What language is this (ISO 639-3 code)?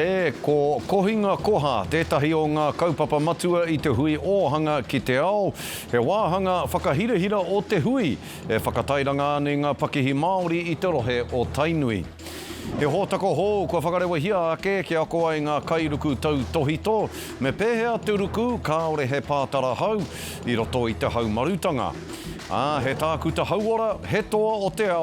mri